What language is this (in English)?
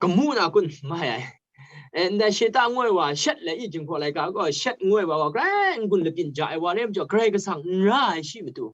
Kachin